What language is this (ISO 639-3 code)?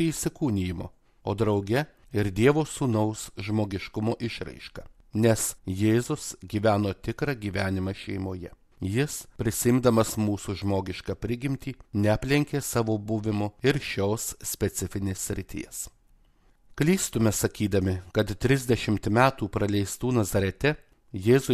lit